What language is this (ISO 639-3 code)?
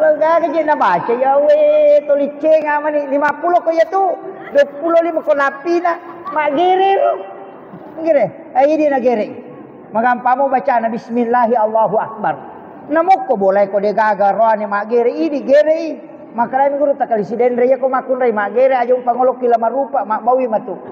bug